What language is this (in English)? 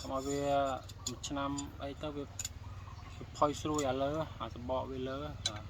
Khmer